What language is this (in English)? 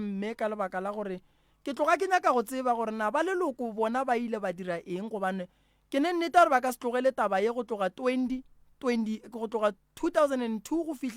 Northern Sotho